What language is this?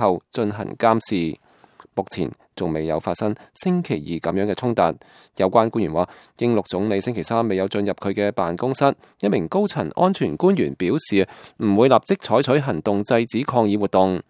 Cantonese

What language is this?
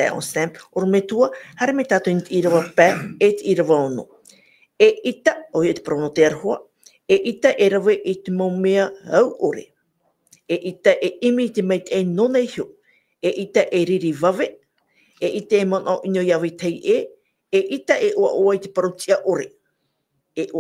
Tahitian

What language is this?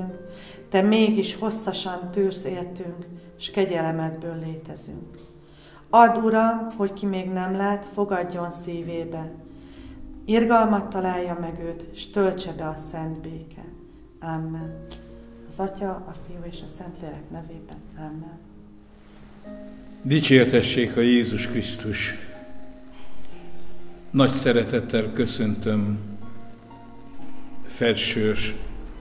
Hungarian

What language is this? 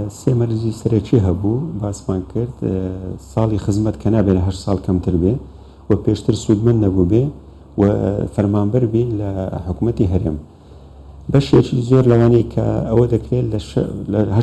Central Kurdish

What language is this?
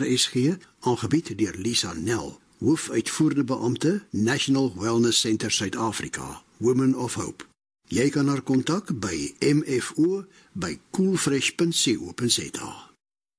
Afrikaans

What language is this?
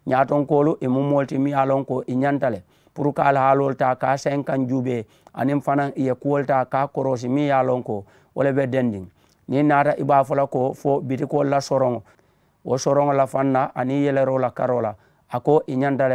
Mandingo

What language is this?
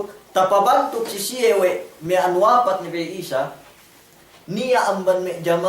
Yakan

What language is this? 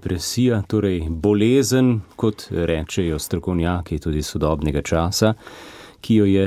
Slovenian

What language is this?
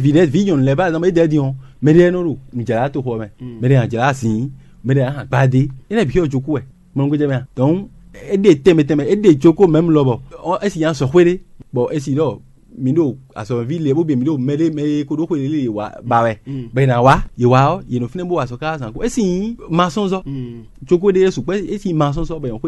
Fon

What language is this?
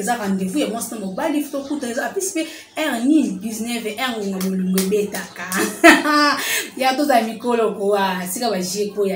Lingala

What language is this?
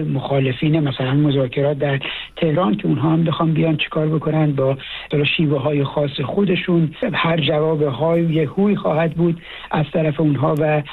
Persian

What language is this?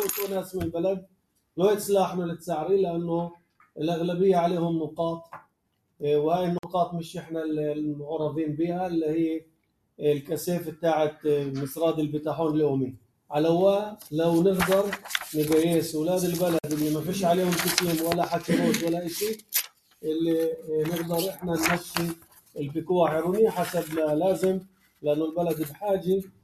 North Levantine Arabic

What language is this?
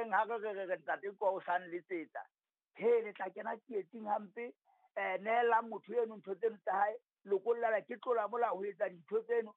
Southern Sotho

